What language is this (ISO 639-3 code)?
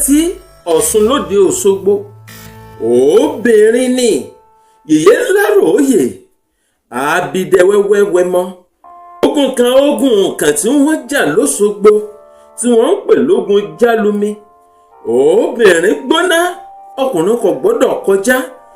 yor